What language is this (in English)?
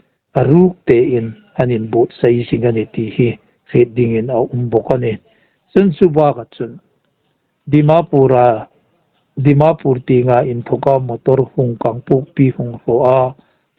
Hmar